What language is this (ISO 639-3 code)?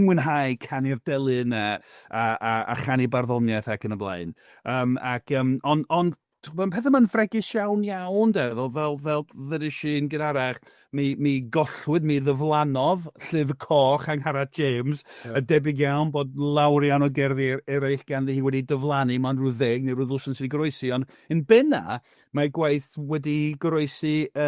cym